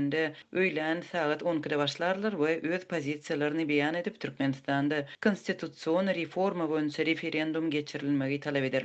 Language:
Turkmen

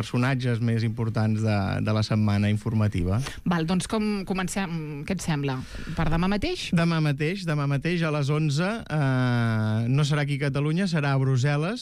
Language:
Catalan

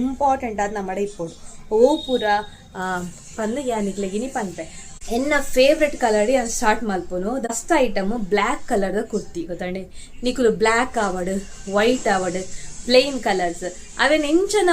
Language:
Tulu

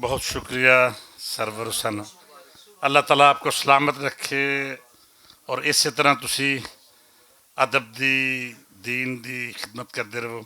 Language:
Western Panjabi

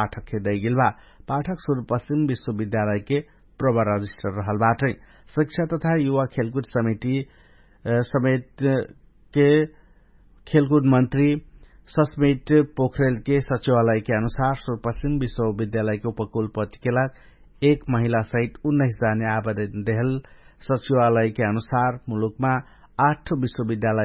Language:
Dangaura Tharu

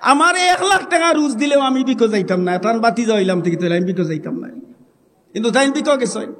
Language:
Sylheti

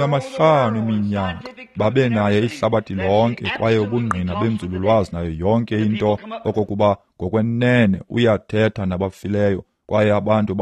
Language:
Xhosa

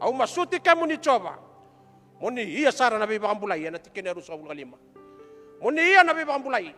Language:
Fijian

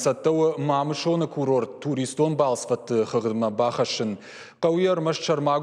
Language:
Ossetic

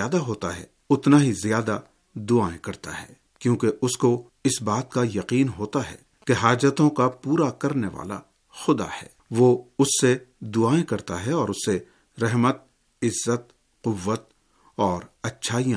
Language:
Urdu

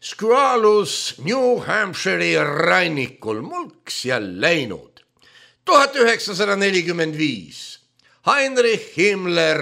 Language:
Estonian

